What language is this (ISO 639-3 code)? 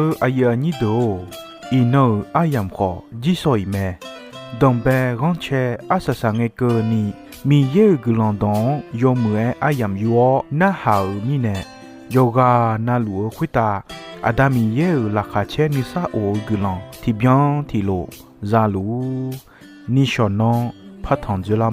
ahk